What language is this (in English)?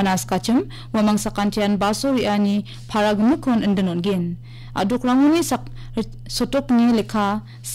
Garo